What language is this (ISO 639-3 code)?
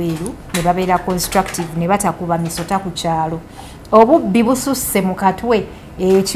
lug